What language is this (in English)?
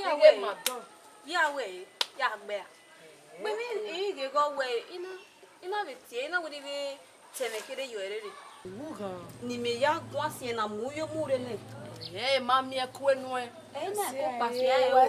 Bini